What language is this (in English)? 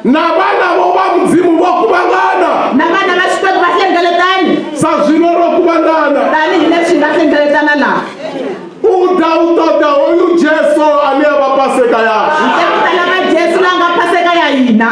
Venda